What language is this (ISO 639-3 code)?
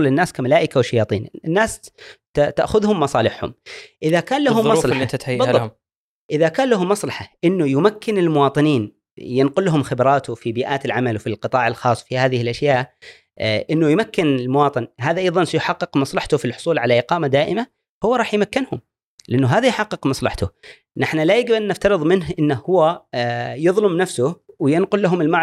afb